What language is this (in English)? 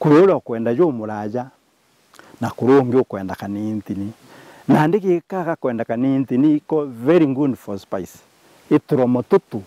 Meru